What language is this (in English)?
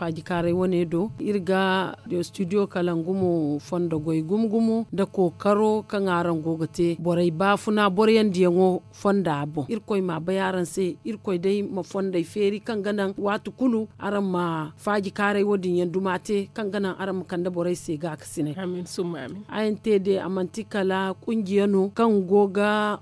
Zarma